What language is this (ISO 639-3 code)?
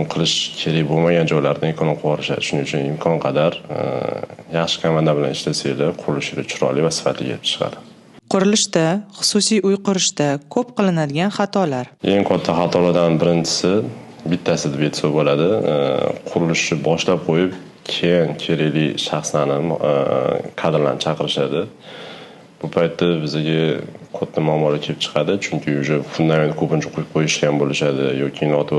uzb